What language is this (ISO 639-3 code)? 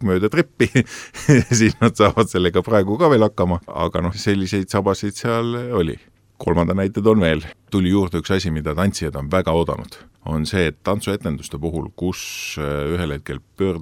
est